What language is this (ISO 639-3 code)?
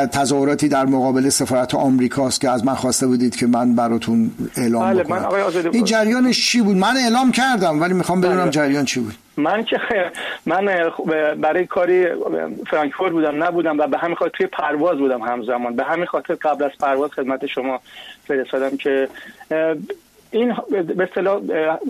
fas